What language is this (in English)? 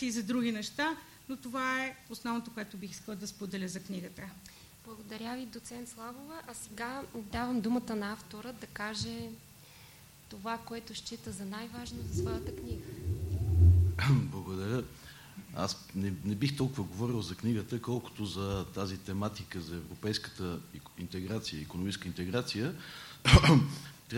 Bulgarian